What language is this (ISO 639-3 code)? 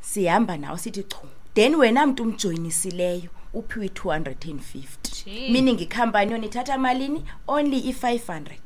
xho